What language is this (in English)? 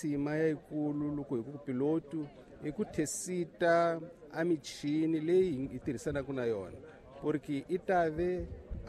Tsonga